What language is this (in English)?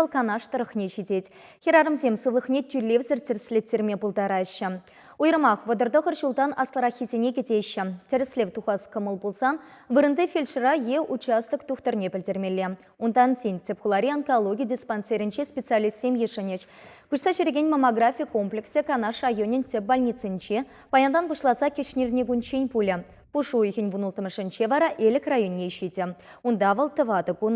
Chuvash